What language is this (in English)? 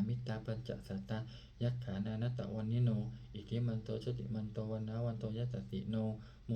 Pali